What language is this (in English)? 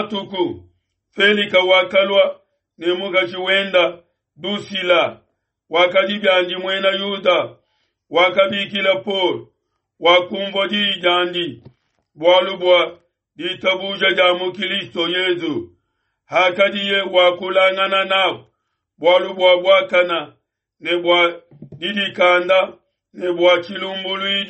Luba-Lulua